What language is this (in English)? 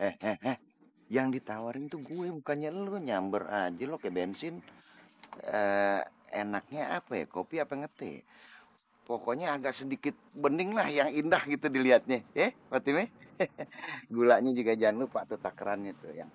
Betawi